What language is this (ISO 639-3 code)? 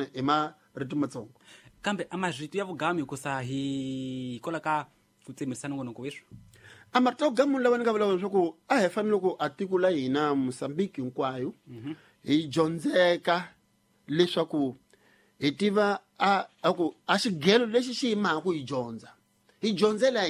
tso